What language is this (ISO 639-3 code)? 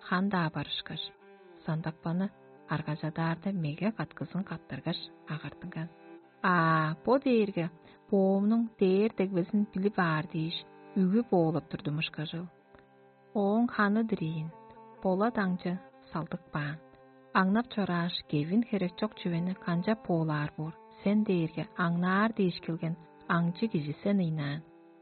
tyv